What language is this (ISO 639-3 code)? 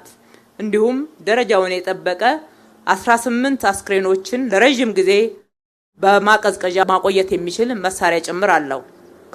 amh